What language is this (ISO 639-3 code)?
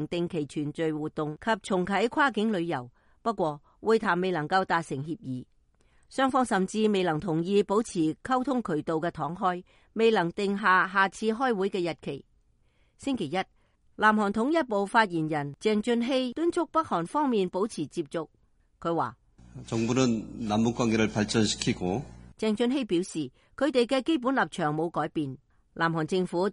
yue